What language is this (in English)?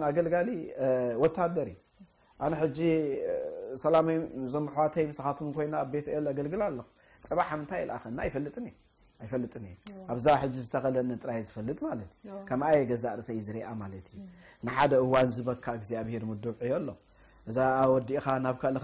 Tigrinya